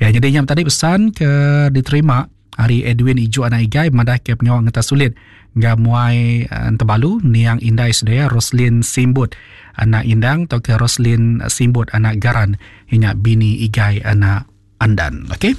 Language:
Iban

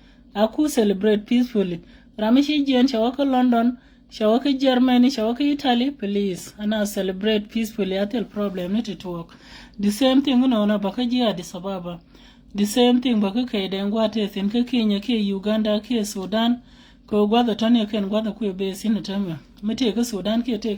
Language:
Nuer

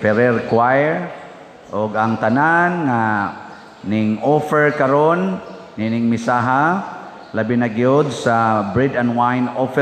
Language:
Cebuano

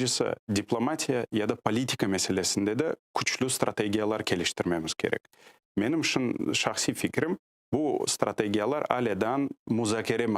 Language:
Crimean Tatar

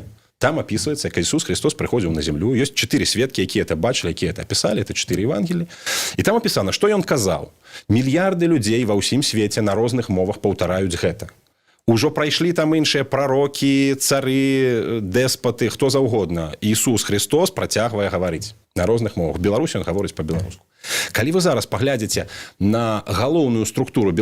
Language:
Belarusian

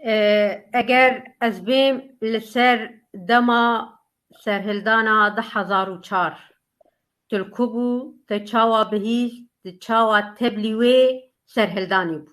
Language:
Kurdish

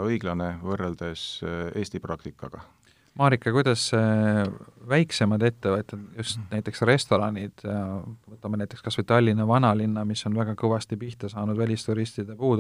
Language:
Estonian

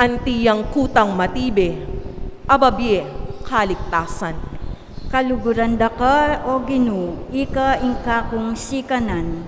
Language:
Pampanga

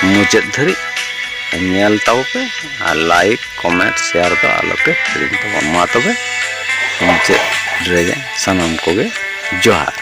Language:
Santali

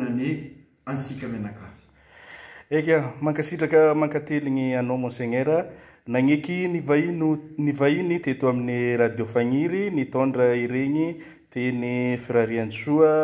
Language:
Malagasy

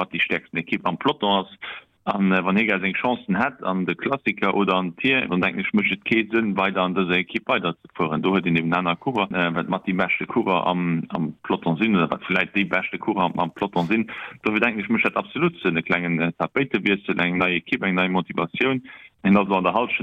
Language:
Luxembourgish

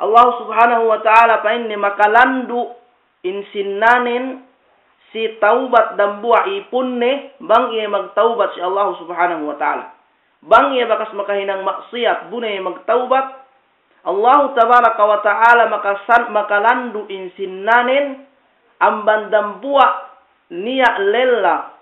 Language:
Yakan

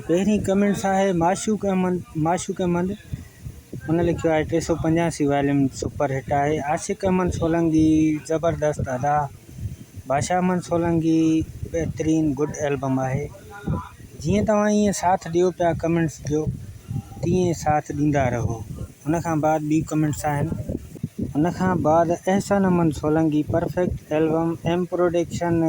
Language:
Sindhi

